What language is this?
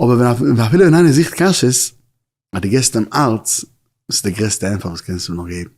Yiddish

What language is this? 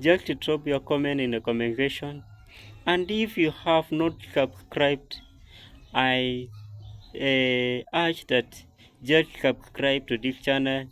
Jamaican Creole English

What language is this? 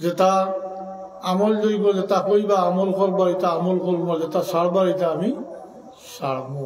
Sylheti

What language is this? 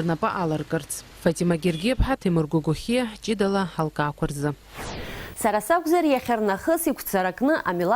Abkhazian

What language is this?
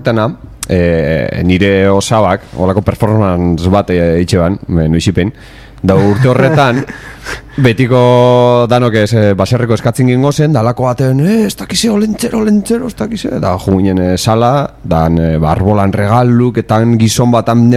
Basque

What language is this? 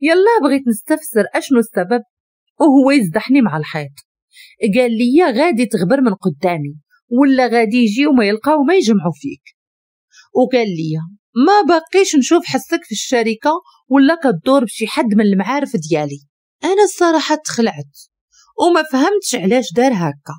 Moroccan Arabic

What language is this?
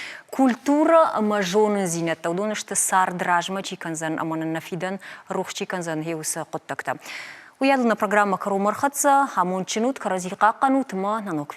Ossetic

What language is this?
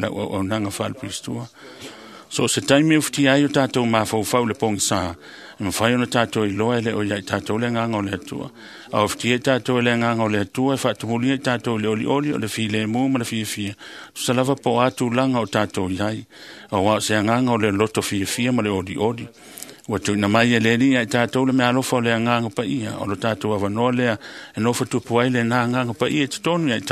Samoan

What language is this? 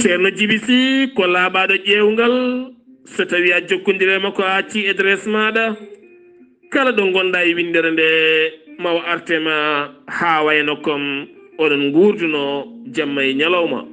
Fula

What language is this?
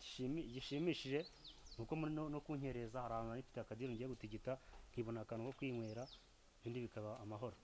Kinyarwanda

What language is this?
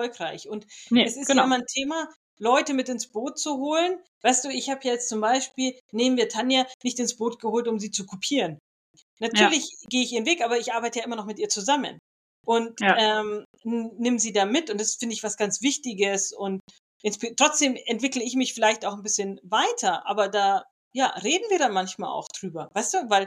German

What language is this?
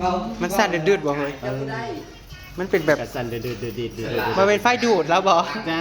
Northeastern Thai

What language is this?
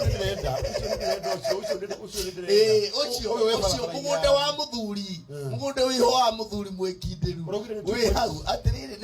Kikuyu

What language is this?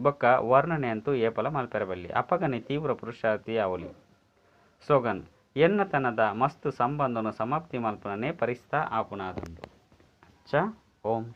Tulu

